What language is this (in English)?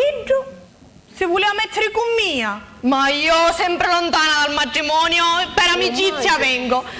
Sicilian